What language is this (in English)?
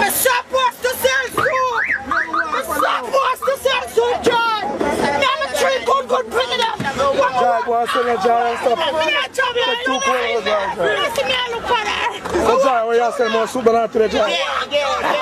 Jamaican Creole English